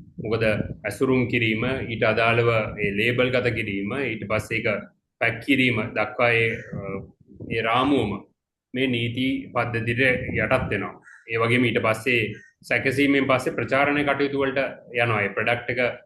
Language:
Sinhala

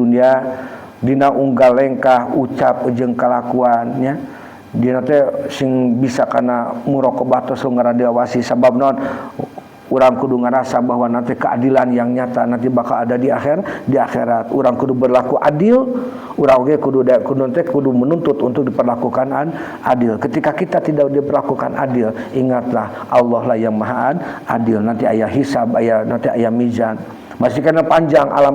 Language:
Sundanese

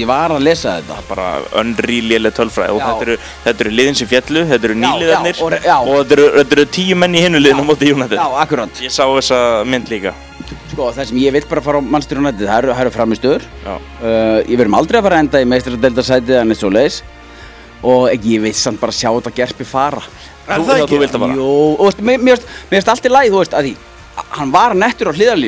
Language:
Icelandic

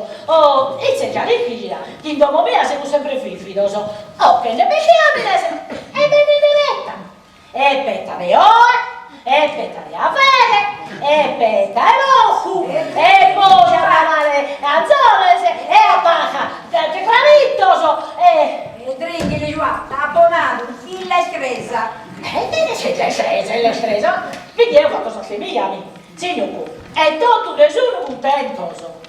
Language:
Sardinian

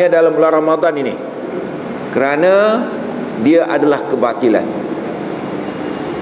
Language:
Malay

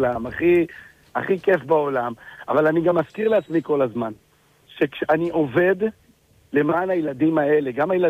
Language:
Hebrew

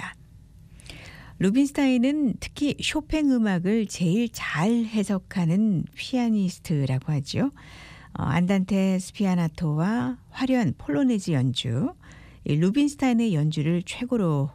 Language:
Korean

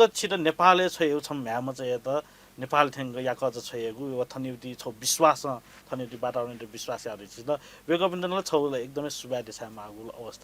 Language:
Newari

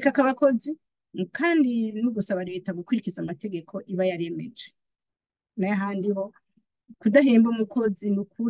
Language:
Rundi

